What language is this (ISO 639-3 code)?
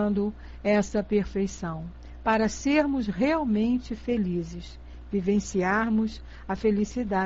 por